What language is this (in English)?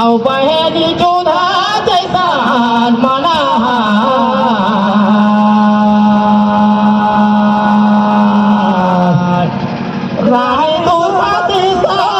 Surgujia